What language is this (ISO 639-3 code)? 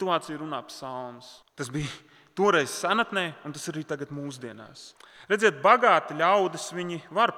lav